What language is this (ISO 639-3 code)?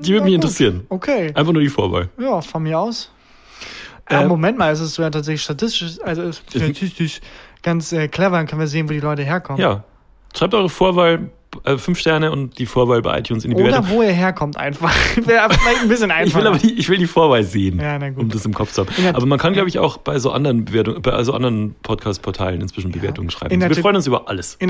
deu